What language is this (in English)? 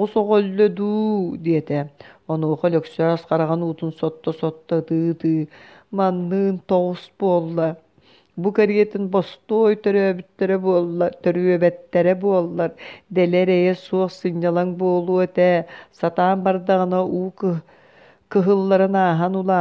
Yakut